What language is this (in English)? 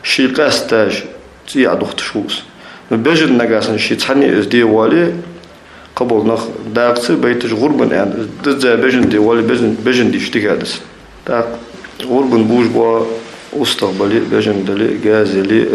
Ingush